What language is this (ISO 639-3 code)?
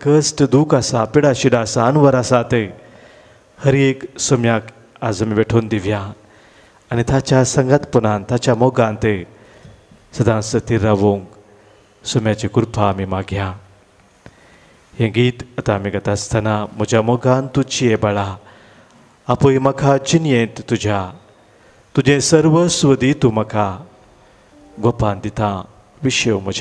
kok